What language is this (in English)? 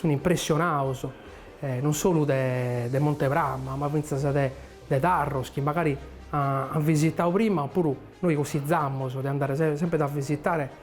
Sardinian